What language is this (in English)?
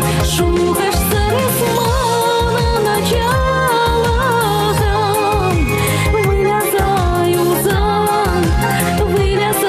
Chuvash